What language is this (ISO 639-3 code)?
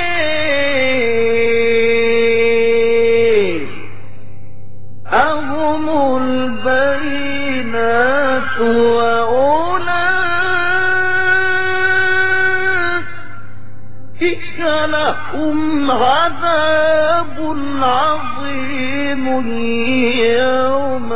ara